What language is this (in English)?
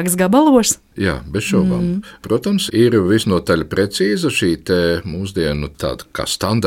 Latvian